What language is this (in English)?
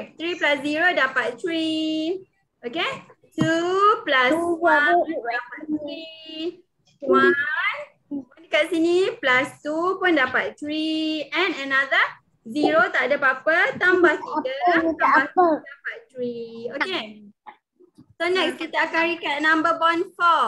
Malay